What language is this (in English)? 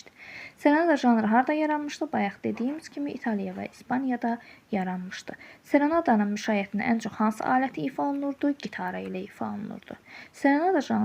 Azerbaijani